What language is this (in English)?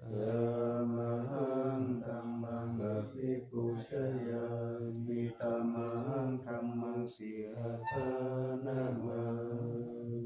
Pali